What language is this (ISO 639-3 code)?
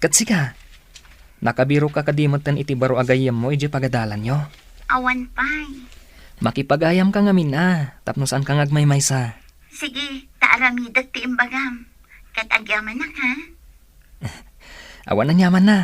ilo